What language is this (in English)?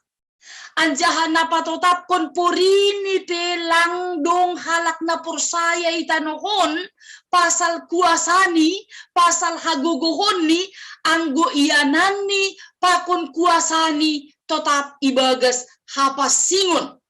Batak Simalungun